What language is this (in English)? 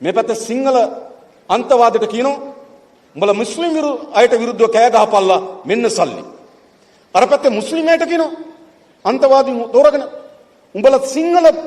Sinhala